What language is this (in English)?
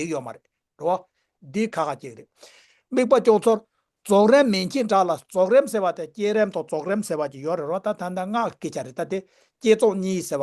Tibetan